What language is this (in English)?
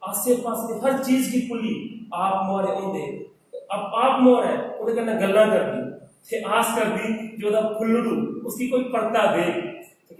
Dogri